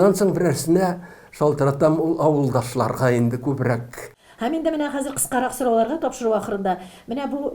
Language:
Tatar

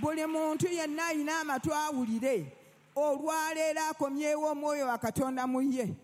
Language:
Ganda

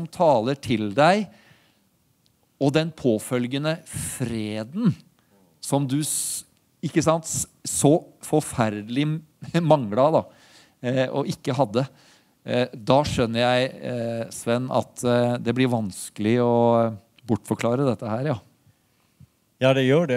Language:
Norwegian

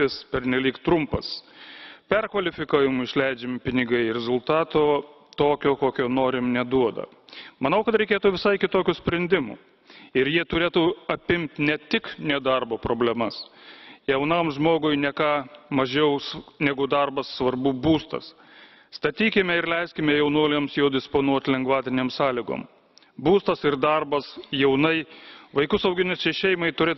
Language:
Lithuanian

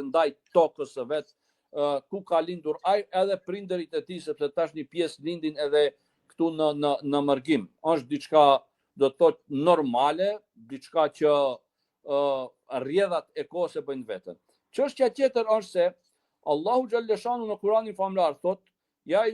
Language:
Albanian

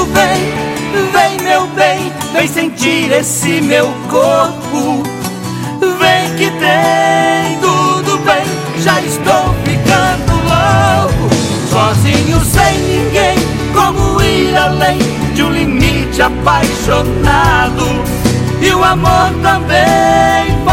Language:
Portuguese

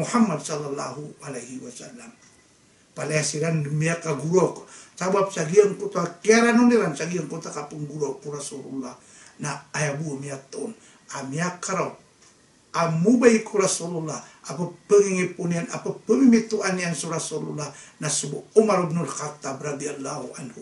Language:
Maranao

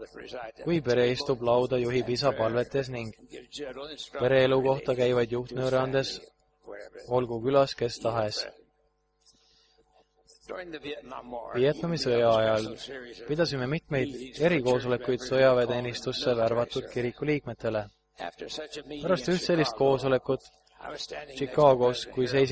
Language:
Estonian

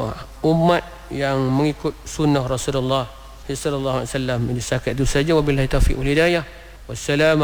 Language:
Malay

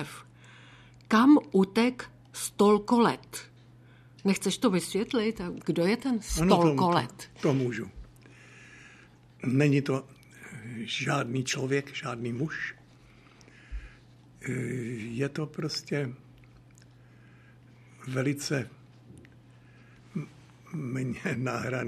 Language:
Czech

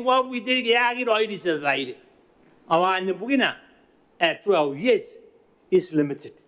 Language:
Gilbertese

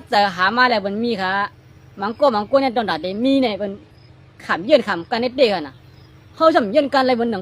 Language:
Shan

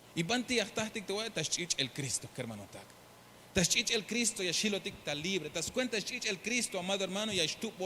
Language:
Tzeltal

